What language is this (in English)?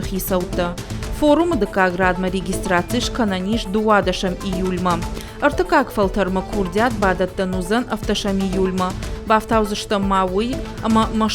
Ossetic